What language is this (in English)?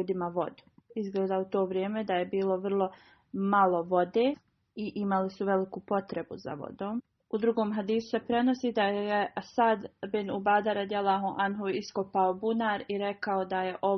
Bosnian